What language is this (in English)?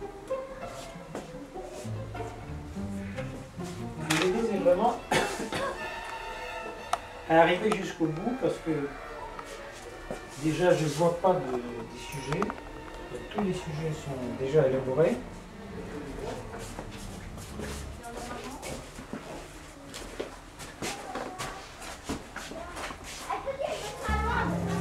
French